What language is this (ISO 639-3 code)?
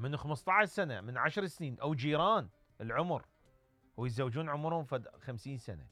acm